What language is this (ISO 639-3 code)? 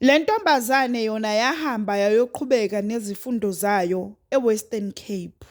zul